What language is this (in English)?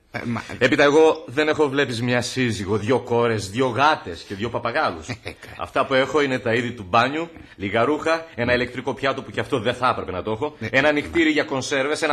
Greek